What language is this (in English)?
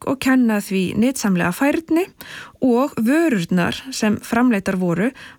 Icelandic